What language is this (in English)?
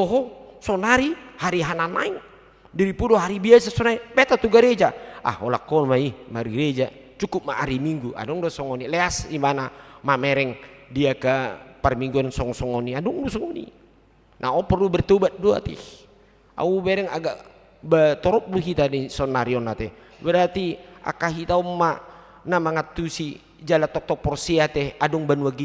Batak Toba